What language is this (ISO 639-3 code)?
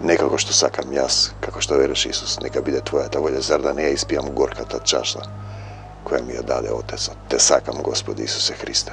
mkd